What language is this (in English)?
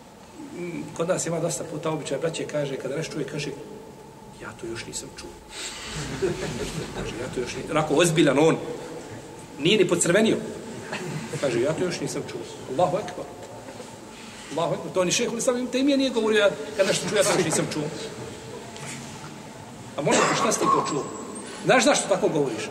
Bosnian